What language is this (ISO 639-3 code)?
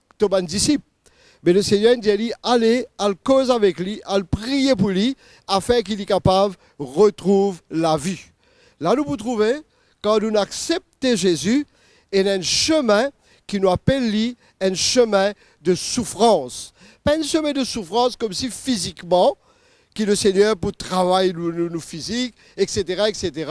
mfe